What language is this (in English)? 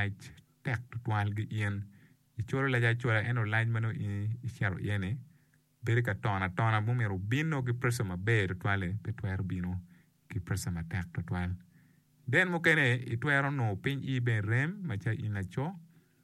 Acoli